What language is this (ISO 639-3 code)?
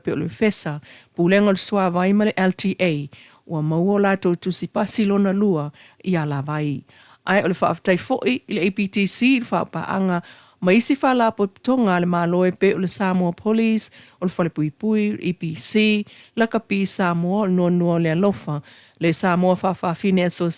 smo